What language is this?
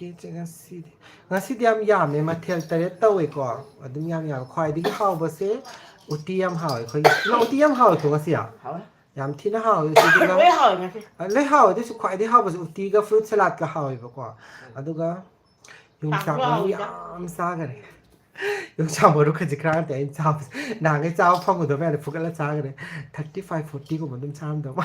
Manipuri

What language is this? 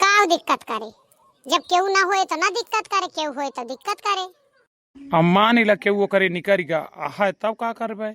Awadhi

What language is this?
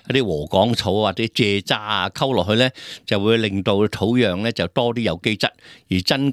Cantonese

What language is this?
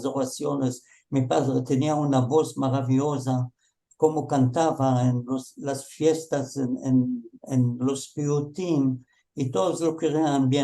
Ladino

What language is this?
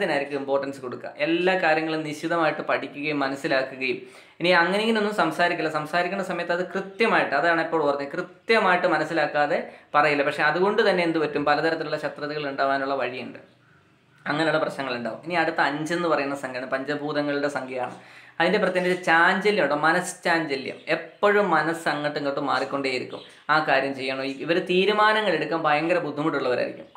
Malayalam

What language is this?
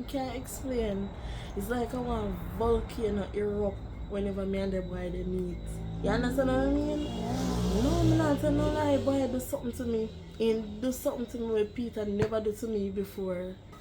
Jamaican Creole English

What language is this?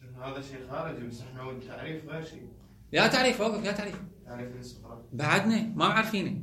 Mesopotamian Arabic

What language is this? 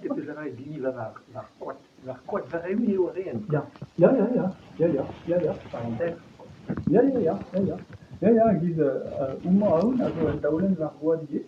Breton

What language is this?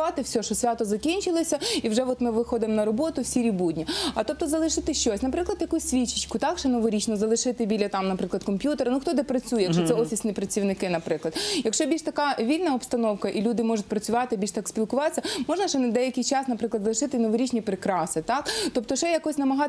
Ukrainian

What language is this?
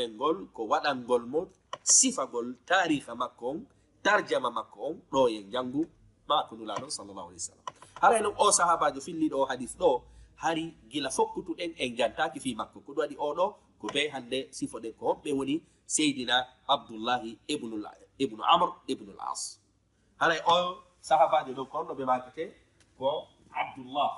Fula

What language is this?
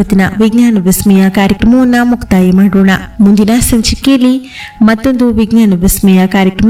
Kannada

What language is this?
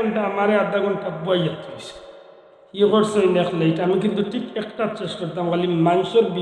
Sylheti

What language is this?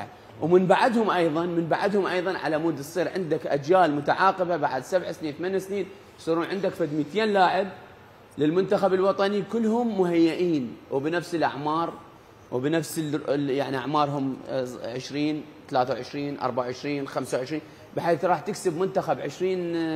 Mesopotamian Arabic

